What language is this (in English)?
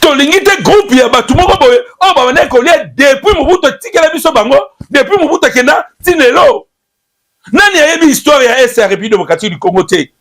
Lingala